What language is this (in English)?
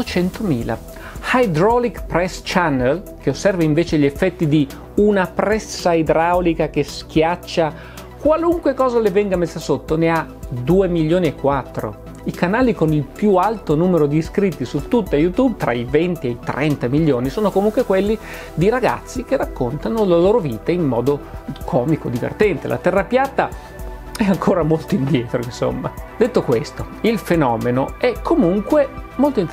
Italian